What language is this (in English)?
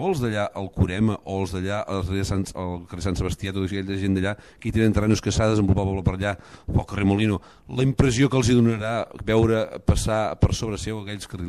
Catalan